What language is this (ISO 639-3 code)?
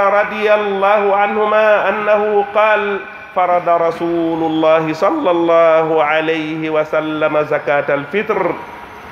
fuf